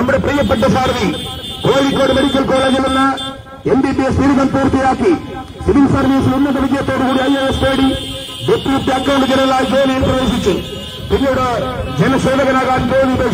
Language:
Malayalam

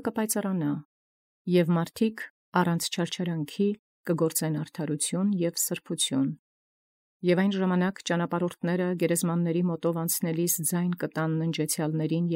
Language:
Armenian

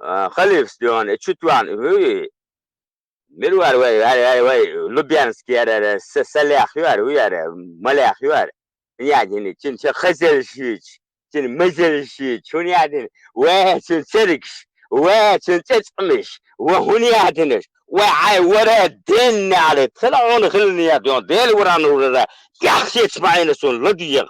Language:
Chechen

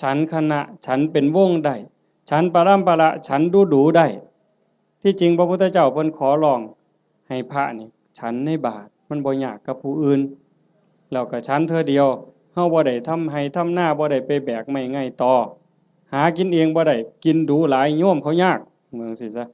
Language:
Northeastern Thai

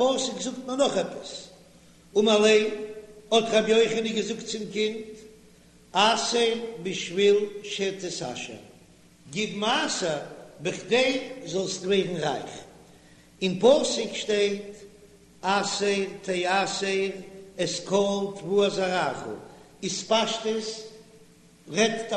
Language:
Yiddish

